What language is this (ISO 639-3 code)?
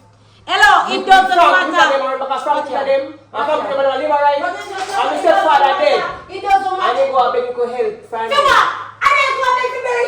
jam